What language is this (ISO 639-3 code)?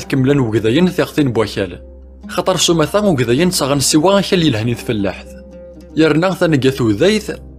kab